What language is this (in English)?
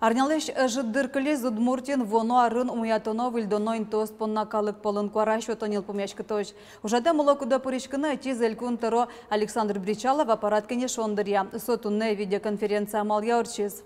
Udmurt